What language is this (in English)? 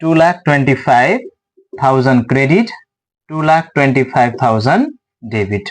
Nepali